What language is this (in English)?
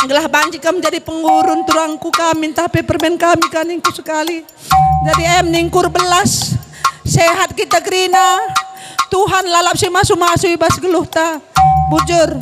Batak Karo